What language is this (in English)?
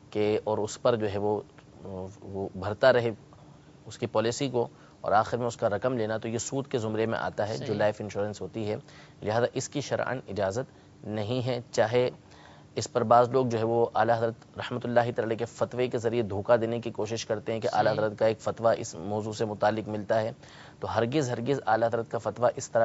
Urdu